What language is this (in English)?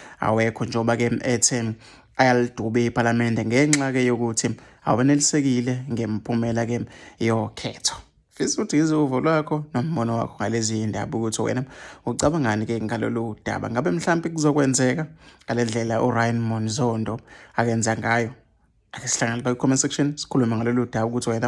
Zulu